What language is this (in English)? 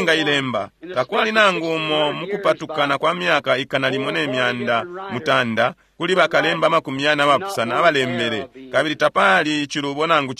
Bemba